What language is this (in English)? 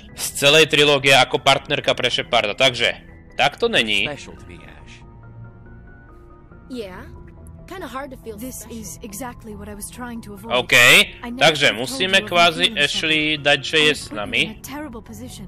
Slovak